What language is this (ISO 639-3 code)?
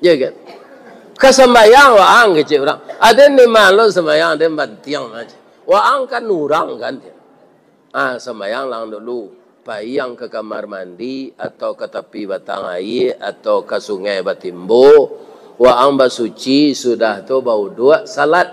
min